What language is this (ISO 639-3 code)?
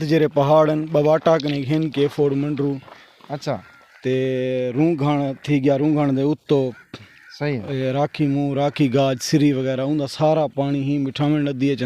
skr